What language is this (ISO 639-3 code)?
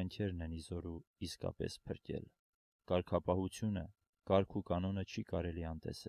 hye